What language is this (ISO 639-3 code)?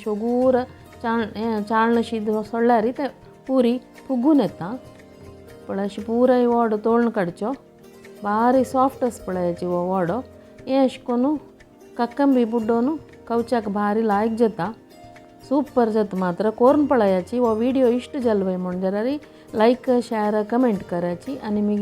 kok